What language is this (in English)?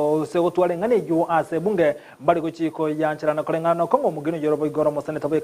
Gusii